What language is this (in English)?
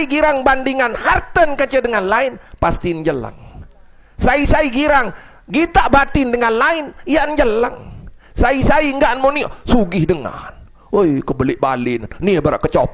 Sasak